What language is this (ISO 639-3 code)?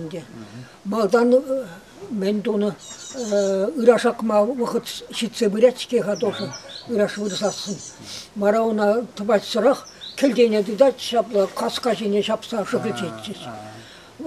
chv